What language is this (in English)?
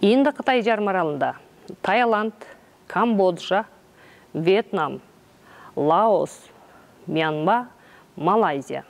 Kyrgyz